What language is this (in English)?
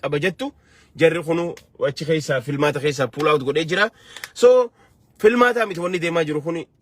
Oromo